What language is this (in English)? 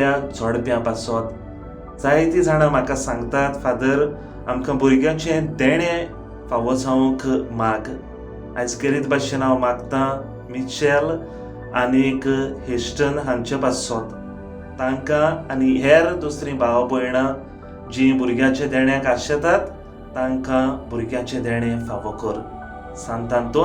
Konkani